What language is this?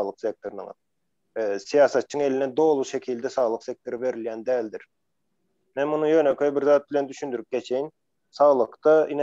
Turkmen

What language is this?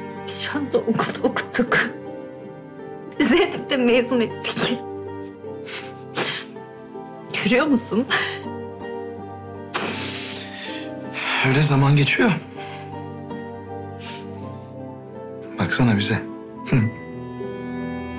Turkish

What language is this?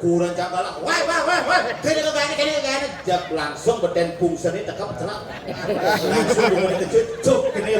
Balinese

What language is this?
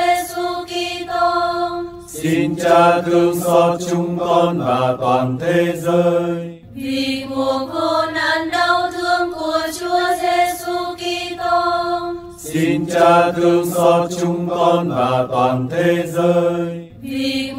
Vietnamese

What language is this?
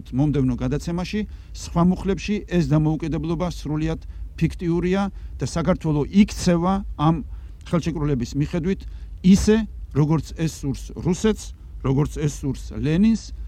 Georgian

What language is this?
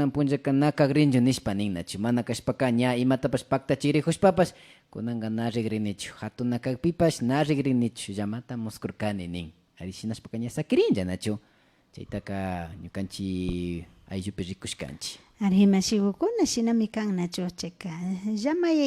Imbabura Highland Quichua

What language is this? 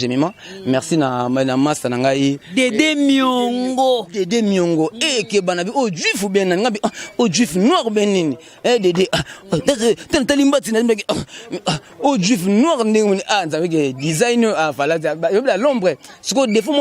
Lingala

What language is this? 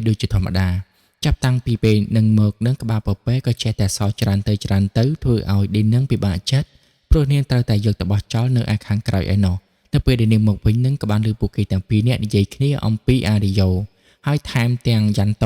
Khmer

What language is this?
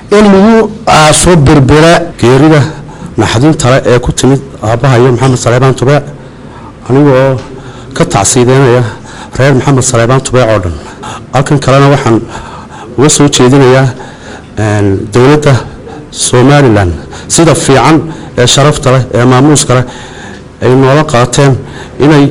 Somali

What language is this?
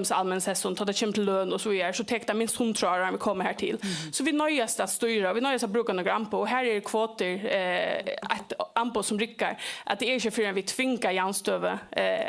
Faroese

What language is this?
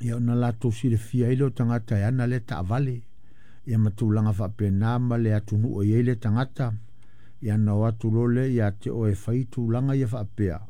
Samoan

